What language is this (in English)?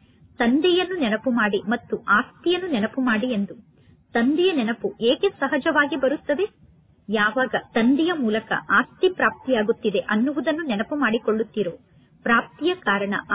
Kannada